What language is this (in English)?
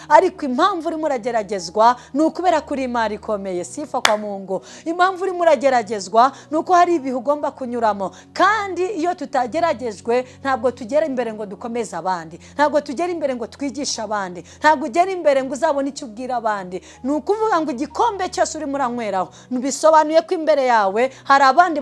Kinyarwanda